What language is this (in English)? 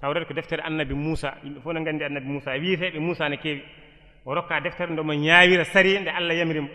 Fula